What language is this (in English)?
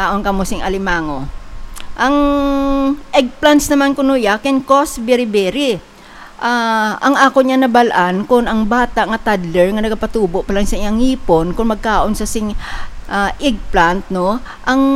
Hiligaynon